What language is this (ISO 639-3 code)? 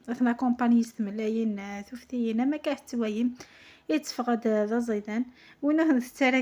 kab